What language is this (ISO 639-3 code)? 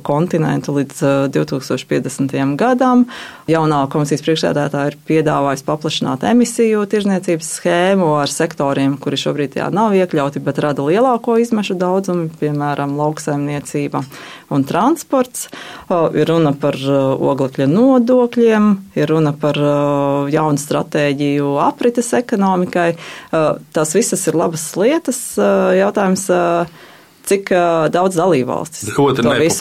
lav